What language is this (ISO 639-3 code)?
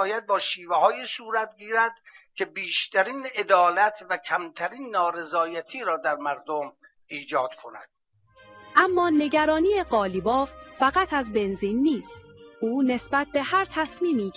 fas